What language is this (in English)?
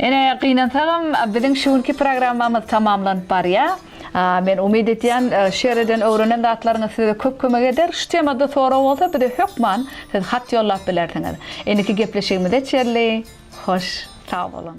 Turkmen